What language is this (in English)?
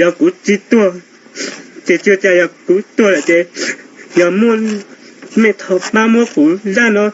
Hmong